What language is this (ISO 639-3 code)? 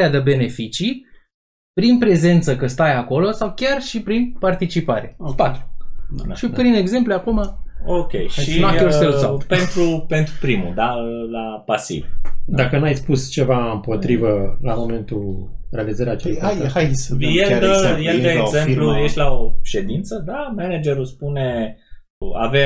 ron